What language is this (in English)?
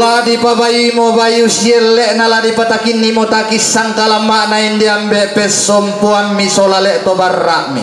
Toraja-Sa'dan